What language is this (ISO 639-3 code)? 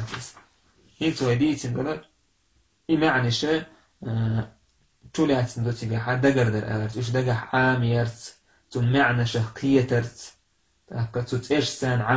che